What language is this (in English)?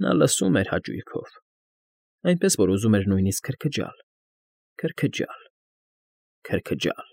Armenian